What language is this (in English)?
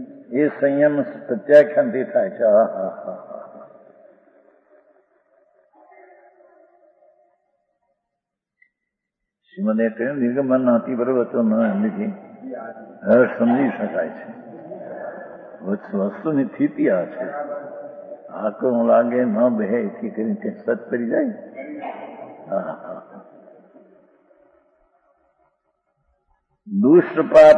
Gujarati